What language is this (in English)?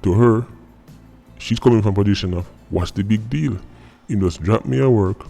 Jamaican Creole English